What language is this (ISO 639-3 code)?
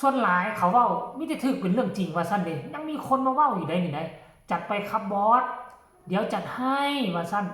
tts